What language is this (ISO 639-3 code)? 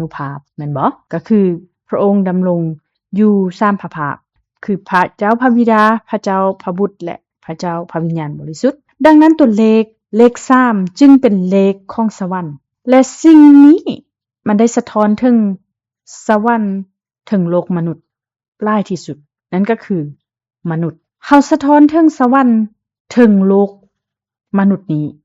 lao